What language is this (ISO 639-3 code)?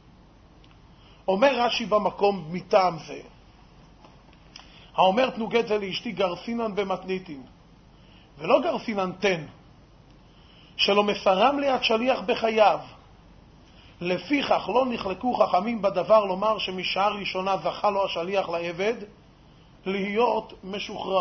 heb